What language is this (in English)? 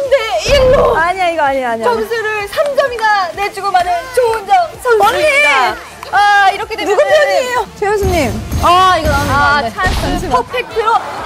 Korean